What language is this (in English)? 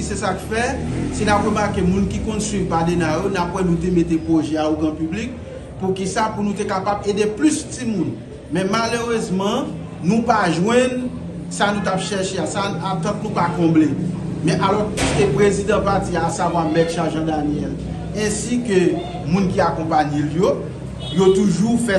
Haitian Creole